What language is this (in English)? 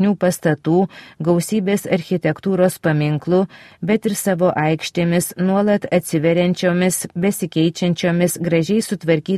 Lithuanian